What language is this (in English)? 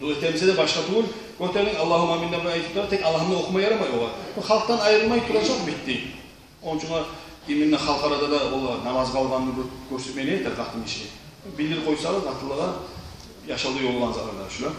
Kumyk